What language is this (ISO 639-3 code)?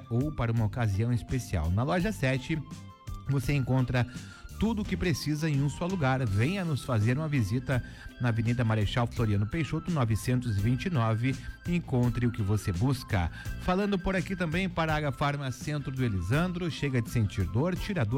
por